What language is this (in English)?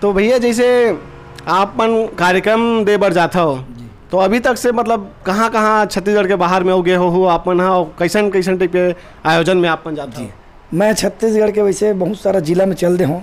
Chhattisgarhi